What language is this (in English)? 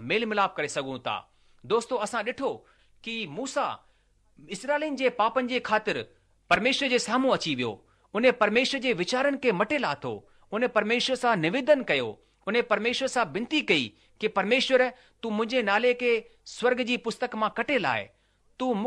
Sindhi